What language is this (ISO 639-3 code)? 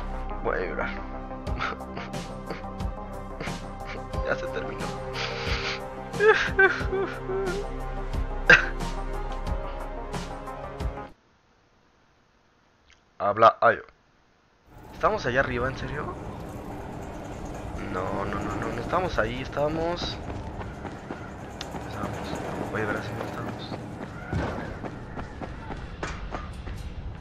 spa